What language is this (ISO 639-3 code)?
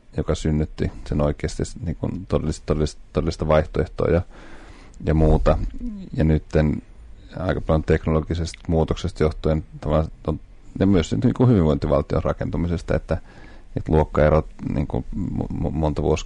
fin